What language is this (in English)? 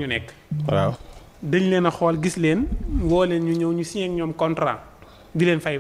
Wolof